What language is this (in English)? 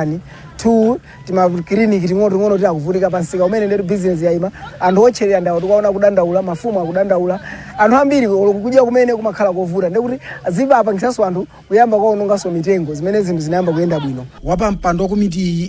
Nyanja